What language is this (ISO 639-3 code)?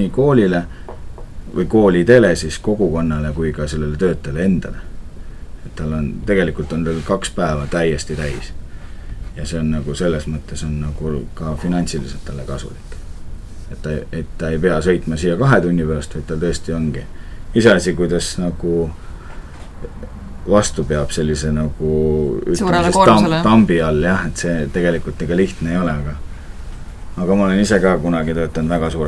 est